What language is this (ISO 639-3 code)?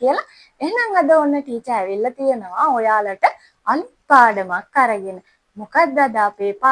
sin